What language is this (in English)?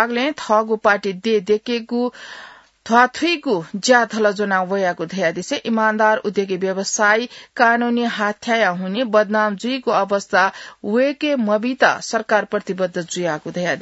Newari